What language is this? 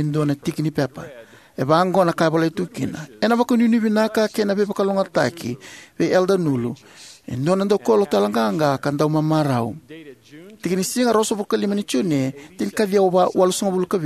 Fijian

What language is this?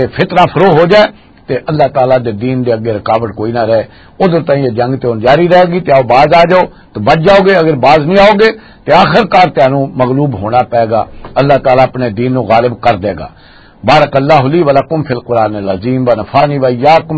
Western Panjabi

